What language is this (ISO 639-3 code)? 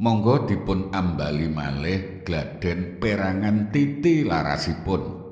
jav